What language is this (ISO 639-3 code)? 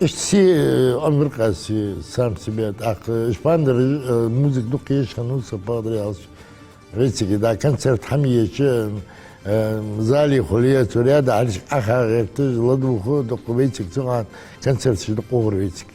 inh